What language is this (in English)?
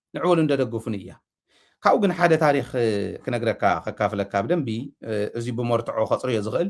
Tigrinya